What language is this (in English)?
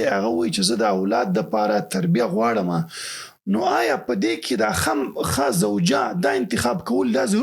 Pashto